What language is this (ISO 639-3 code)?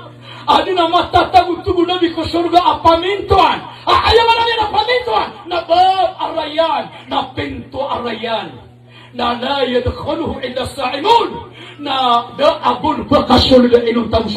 mrw